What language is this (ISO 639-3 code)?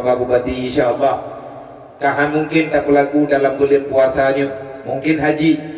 ace